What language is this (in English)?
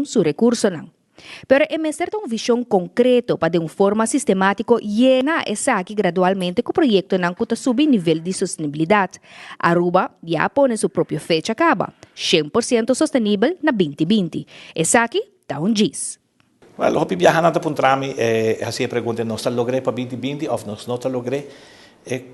Papiamento